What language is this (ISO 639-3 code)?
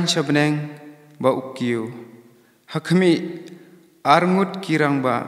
kha